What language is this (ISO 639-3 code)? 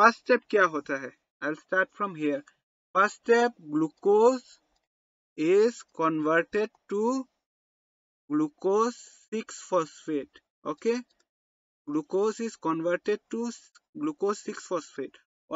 hin